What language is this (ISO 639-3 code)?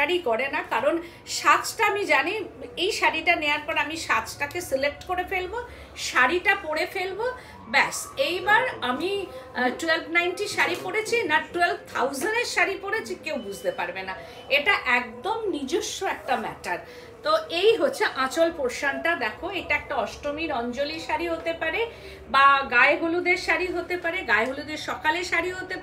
ben